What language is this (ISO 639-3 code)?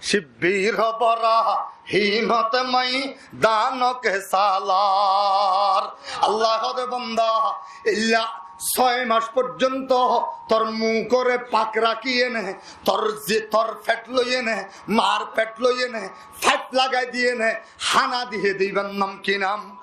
rhg